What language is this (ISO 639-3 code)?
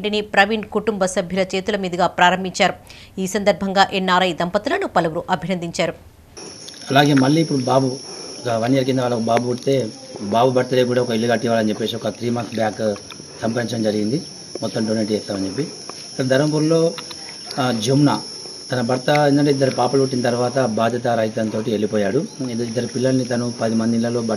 tel